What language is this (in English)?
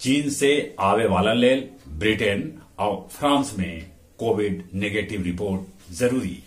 Magahi